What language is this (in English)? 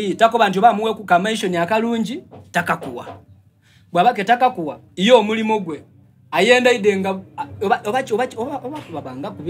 Soga